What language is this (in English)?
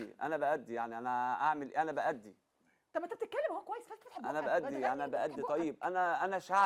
Egyptian Arabic